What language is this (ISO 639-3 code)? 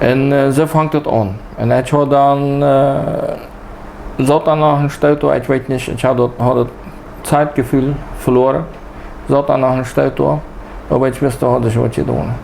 pdt